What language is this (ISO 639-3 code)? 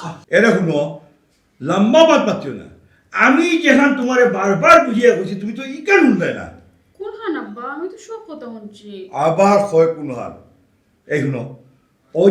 syl